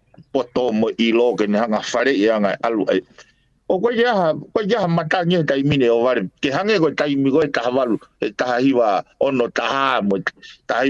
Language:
Tongan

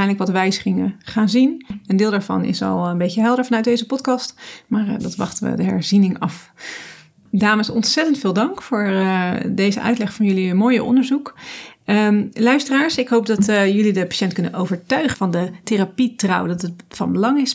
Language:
Dutch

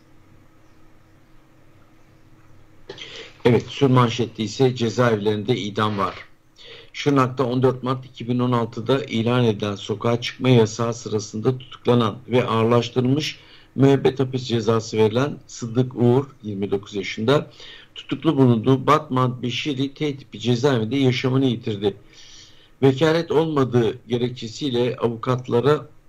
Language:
Turkish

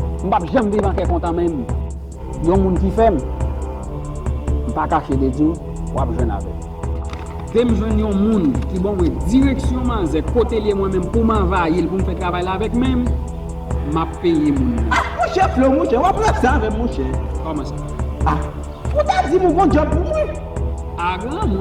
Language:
Haitian Creole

